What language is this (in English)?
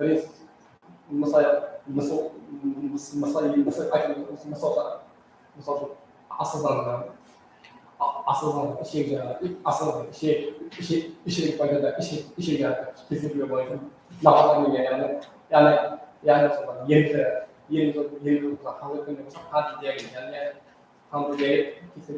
Kara-Kalpak